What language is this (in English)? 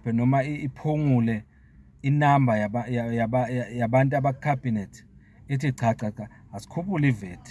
Zulu